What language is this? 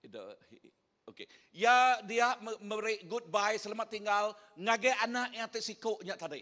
Iban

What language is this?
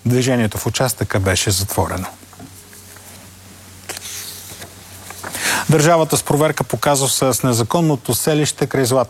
Bulgarian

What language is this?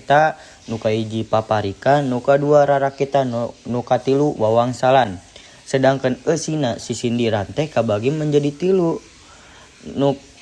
Sundanese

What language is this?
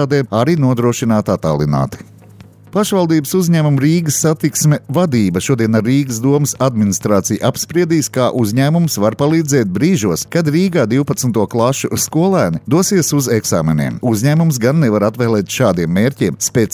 Latvian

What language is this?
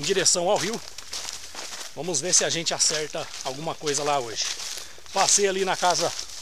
Portuguese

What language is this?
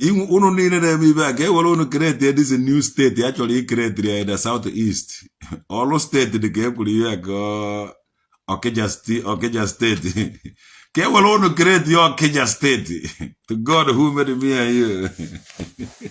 Igbo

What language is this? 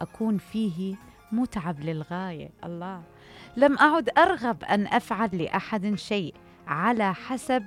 Mesopotamian Arabic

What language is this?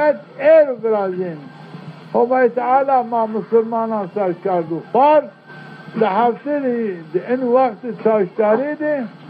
Zaza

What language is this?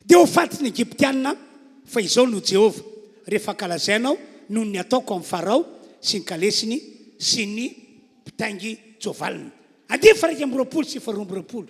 Malagasy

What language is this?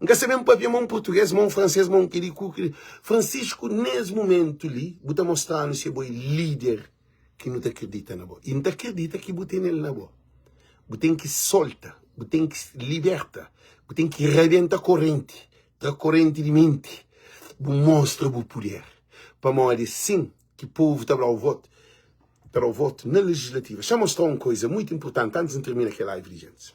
Kabuverdianu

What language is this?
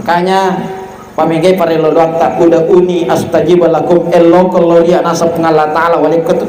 Buginese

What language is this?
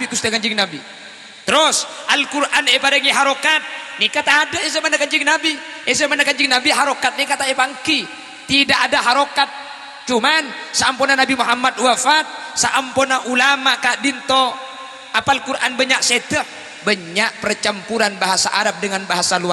Madurese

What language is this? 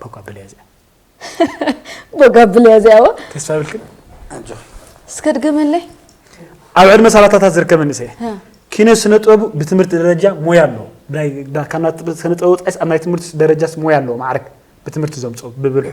Tigrinya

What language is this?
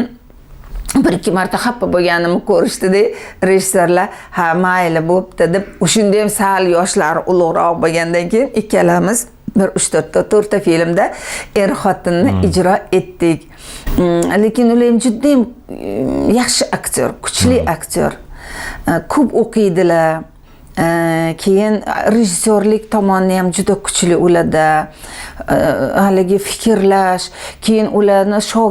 Uzbek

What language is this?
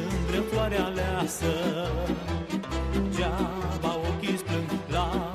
Romanian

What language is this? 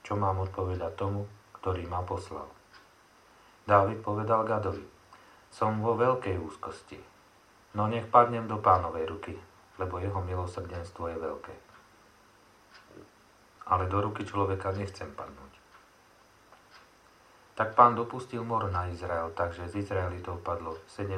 Slovak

